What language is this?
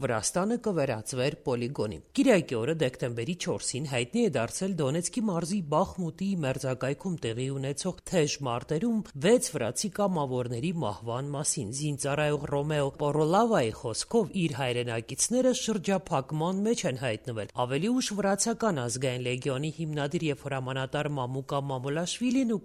Armenian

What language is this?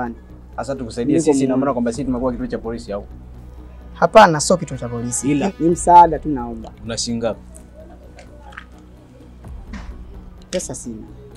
Swahili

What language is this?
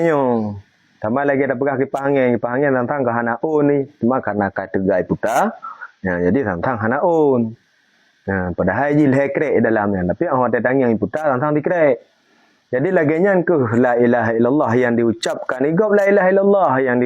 Achinese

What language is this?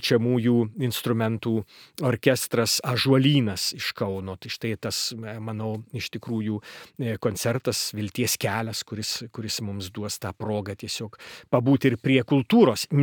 Lithuanian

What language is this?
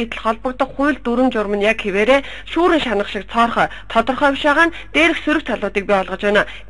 Mongolian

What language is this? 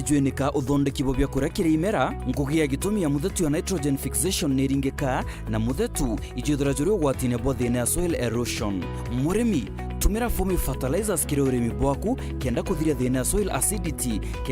Meru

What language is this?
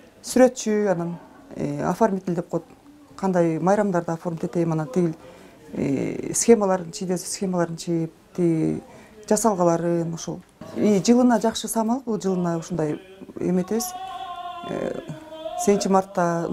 Kyrgyz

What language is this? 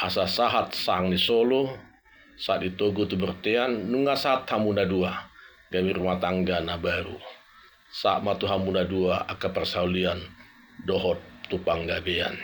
Batak Toba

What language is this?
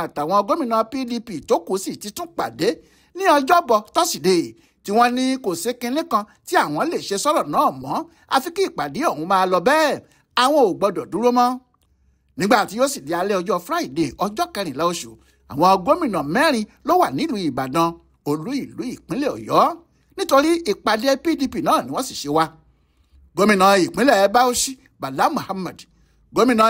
Yoruba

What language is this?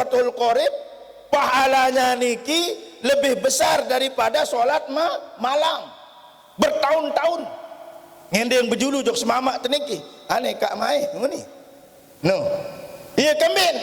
Sasak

